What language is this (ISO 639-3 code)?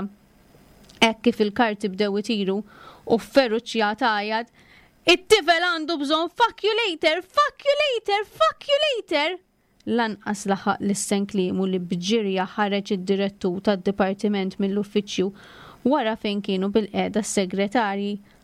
mlt